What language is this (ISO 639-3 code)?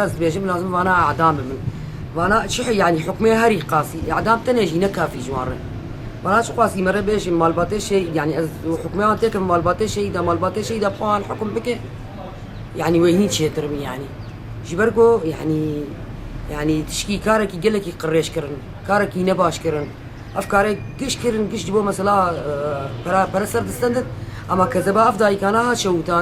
kur